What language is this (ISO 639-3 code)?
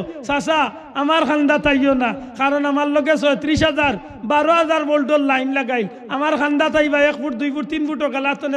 syl